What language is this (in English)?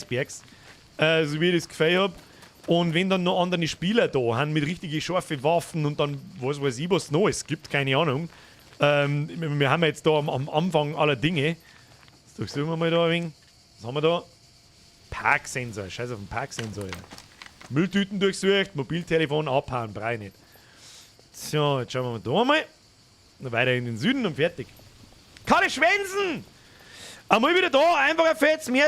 Bavarian